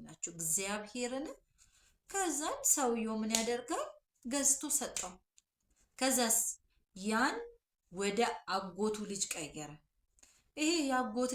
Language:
Amharic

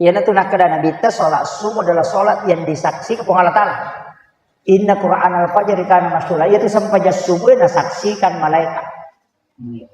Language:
Buginese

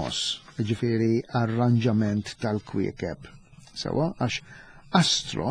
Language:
Maltese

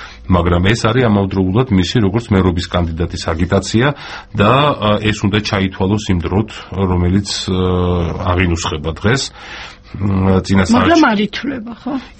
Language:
Georgian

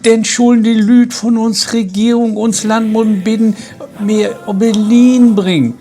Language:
Low German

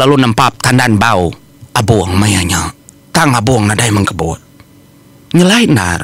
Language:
Iban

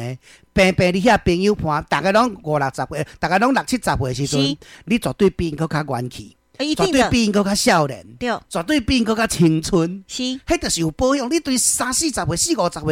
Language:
Min Nan Chinese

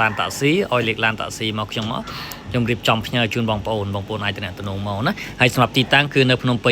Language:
Khmer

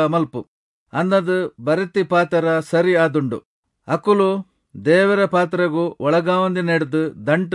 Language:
Tulu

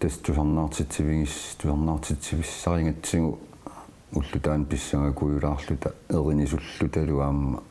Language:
Kalaallisut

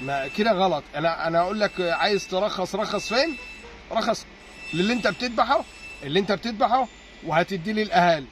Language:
Egyptian Arabic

